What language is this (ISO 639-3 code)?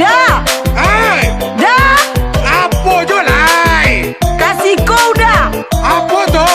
min